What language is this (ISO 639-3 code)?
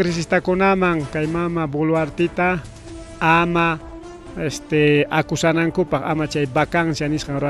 quy